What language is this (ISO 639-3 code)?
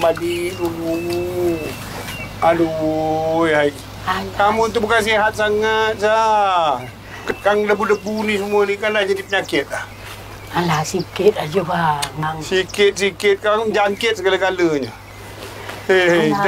msa